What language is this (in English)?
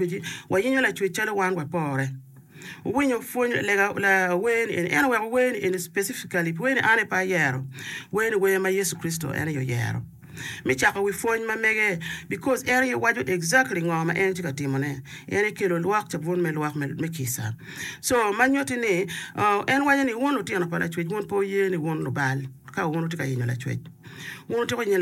Acoli